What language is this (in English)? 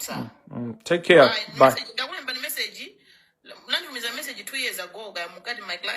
Nyanja